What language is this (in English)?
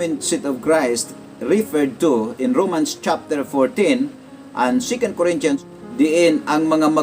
Cebuano